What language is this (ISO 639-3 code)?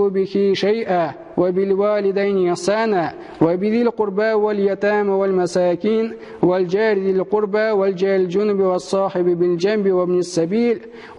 tat